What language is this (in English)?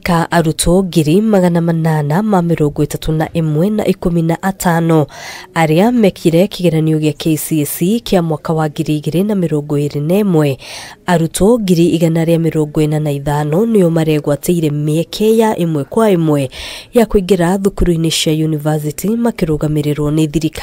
Kikuyu